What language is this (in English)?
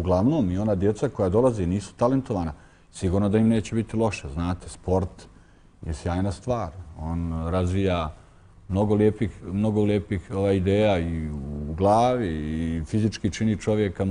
Bosnian